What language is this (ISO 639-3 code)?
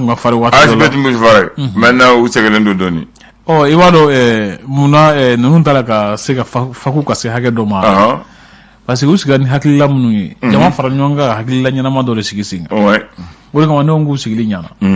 bam